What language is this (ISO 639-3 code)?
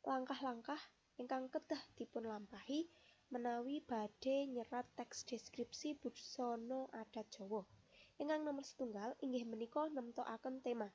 jav